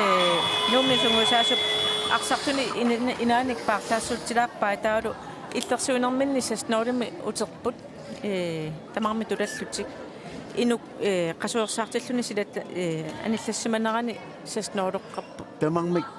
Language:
Kalaallisut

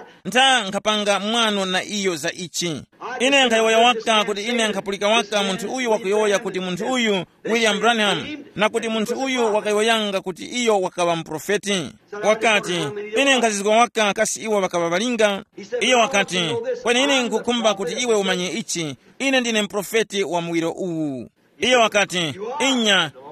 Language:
Tumbuka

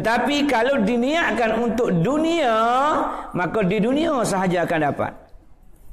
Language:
Malay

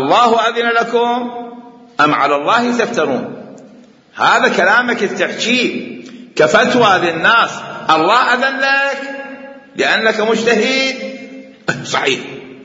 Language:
Mesopotamian Arabic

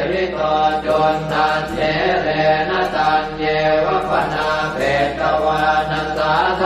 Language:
Pali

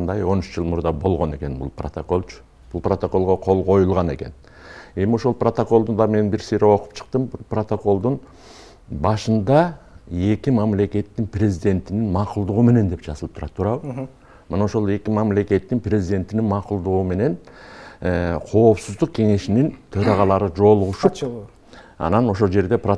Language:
Kyrgyz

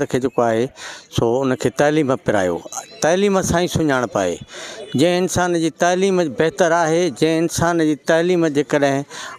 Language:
Sindhi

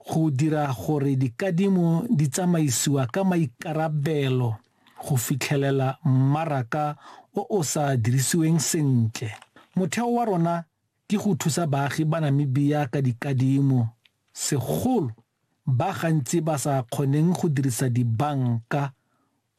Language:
Tswana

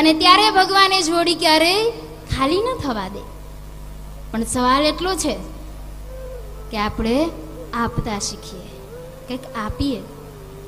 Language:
Gujarati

